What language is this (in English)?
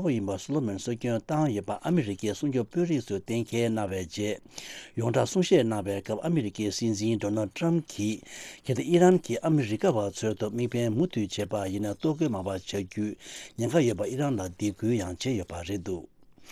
Tibetan